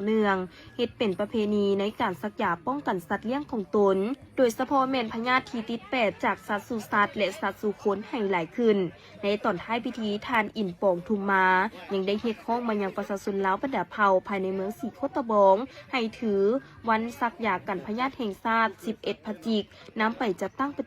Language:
Lao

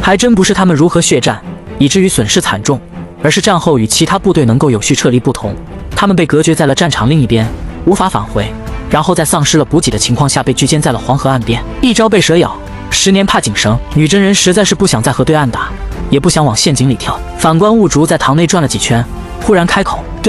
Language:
Chinese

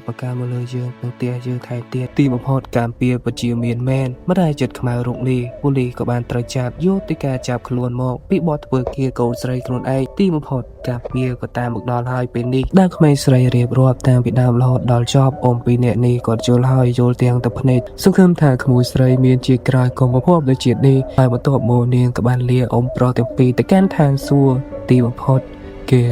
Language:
Khmer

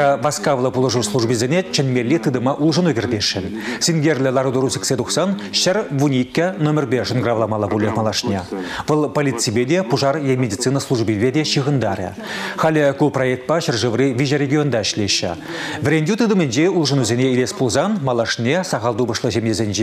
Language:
Chuvash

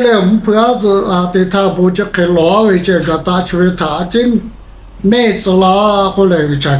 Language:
Lahu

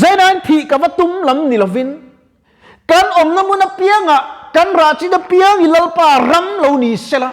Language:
Mizo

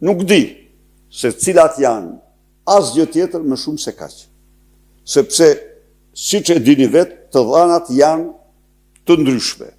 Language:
Albanian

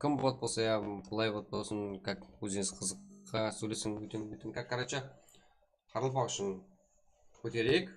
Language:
Kara-Kalpak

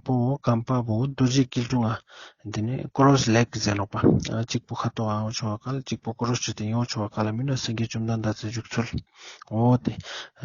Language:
Ladakhi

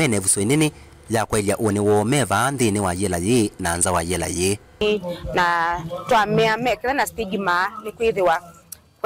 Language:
Kamba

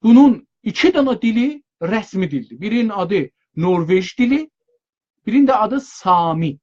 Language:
South Azerbaijani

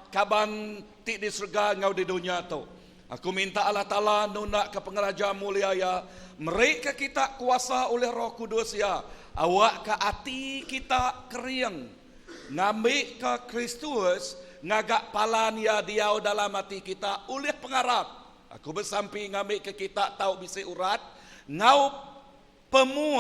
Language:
Iban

